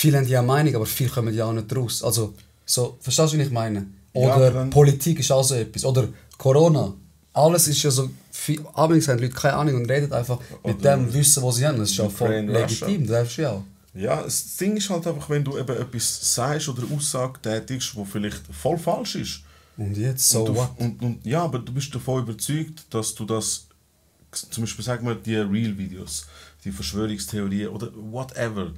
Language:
Swiss German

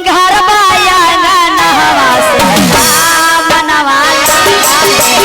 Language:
Magahi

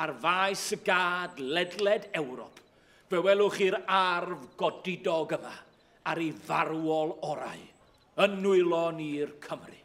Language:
Welsh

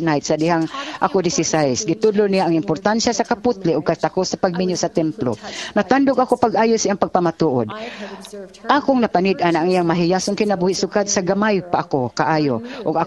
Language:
Cebuano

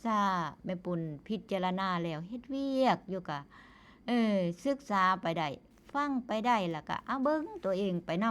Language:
Northeastern Thai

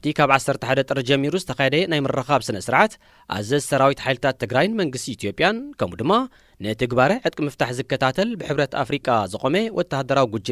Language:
Tigrinya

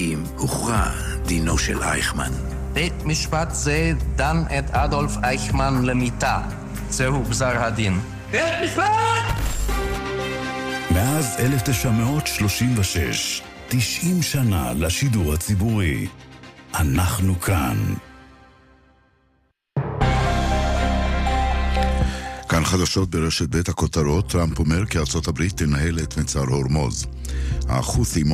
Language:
Hebrew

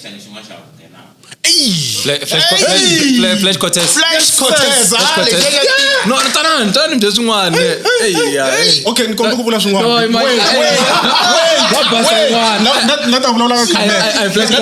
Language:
Tsonga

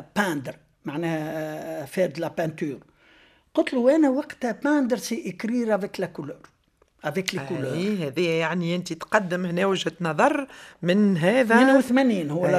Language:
Tunisian Arabic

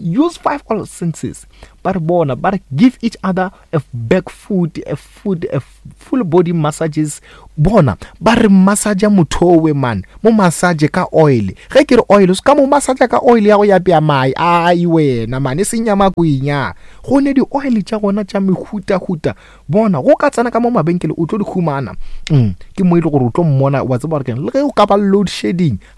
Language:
Northern Sotho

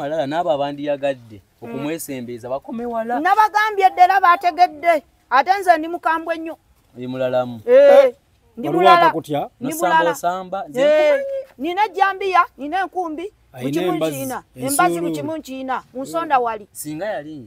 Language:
Ganda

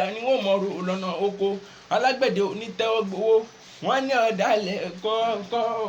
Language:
Yoruba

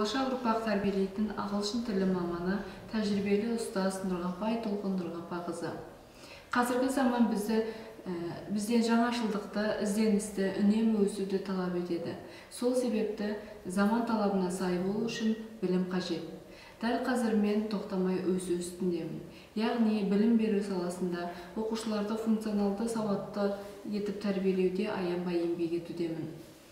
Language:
Kazakh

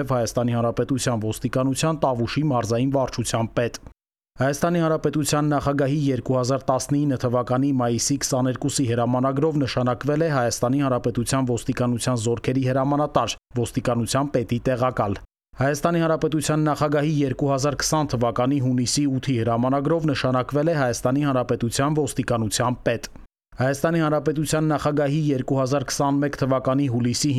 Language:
Armenian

